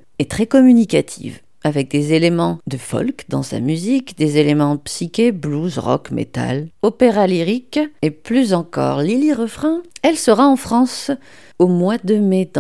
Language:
French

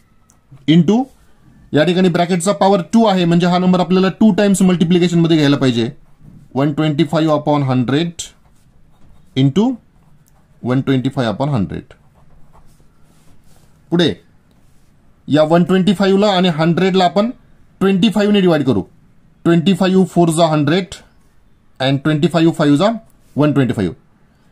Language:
Marathi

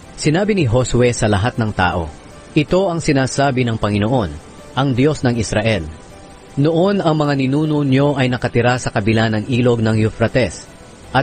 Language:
Filipino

